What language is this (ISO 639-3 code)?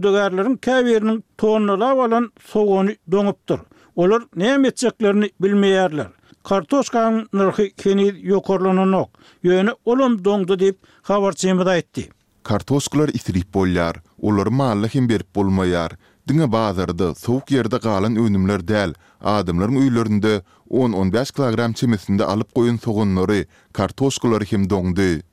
tuk